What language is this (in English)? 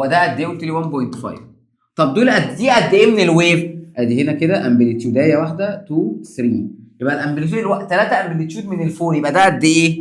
Egyptian Arabic